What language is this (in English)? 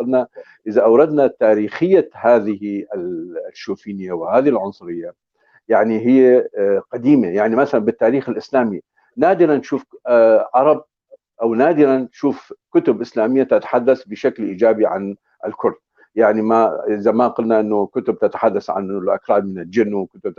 North Levantine Arabic